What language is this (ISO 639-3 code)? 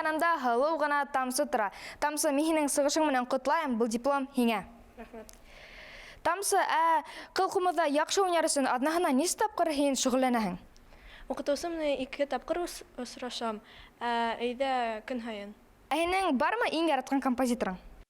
bak